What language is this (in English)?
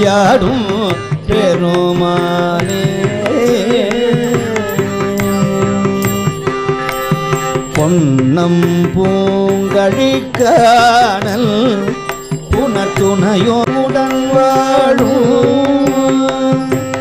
Tamil